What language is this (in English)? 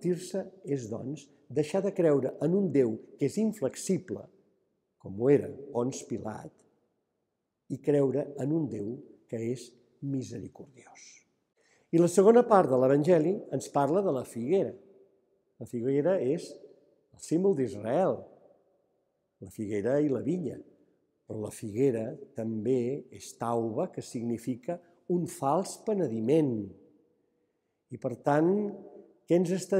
Catalan